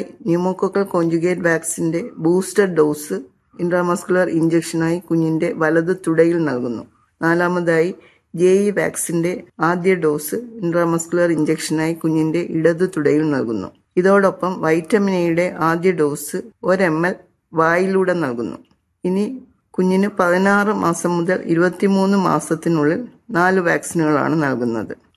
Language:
Malayalam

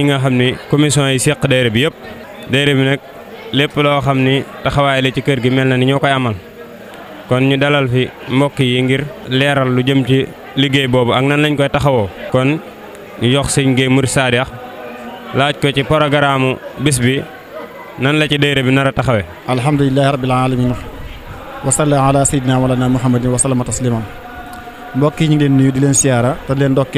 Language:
Wolof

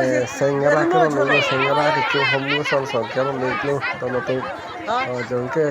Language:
Karbi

